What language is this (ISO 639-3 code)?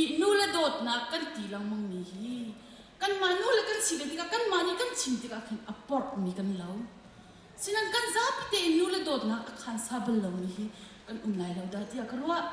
cnh